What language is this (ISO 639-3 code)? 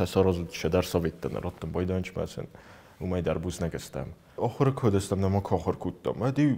oss